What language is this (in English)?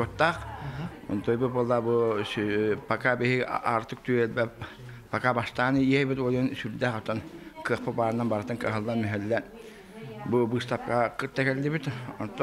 Yakut